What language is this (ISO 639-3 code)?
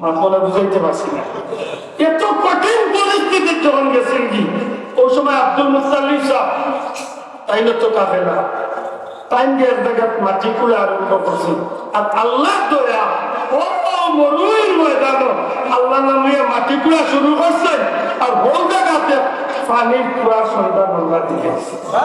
syl